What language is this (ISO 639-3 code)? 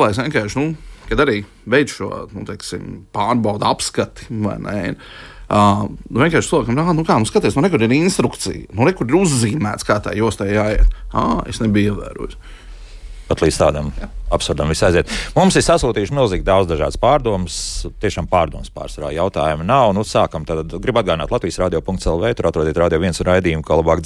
lav